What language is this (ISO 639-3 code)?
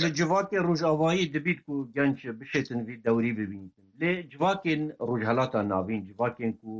kur